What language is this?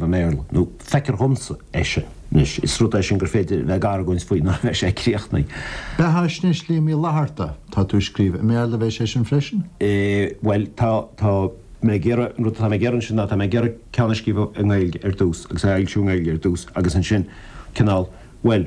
Irish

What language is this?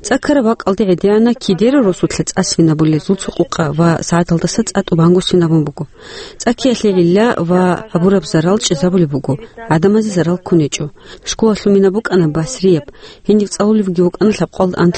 Avaric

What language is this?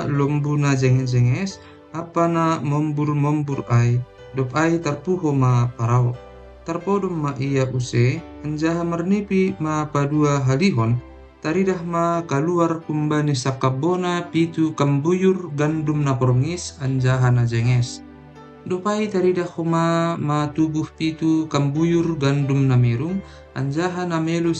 Batak Simalungun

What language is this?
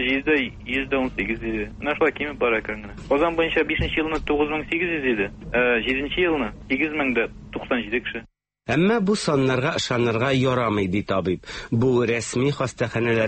Tatar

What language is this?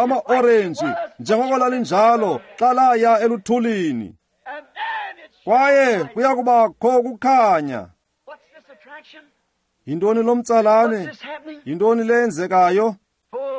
Xhosa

